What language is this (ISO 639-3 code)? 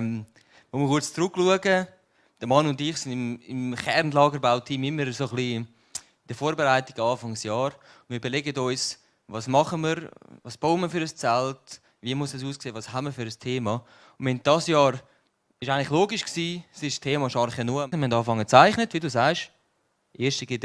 gsw